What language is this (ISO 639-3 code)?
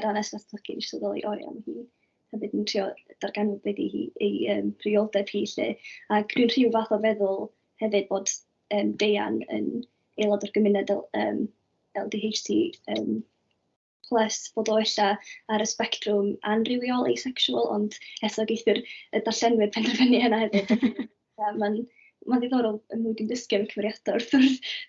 cym